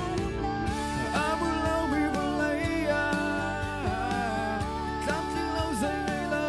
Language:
Hakha Chin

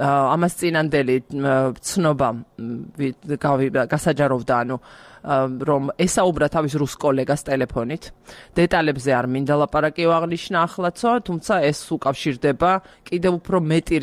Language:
Georgian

